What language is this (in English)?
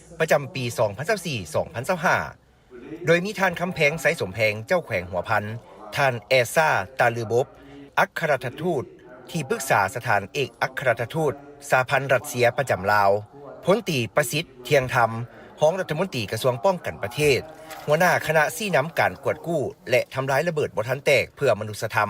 Lao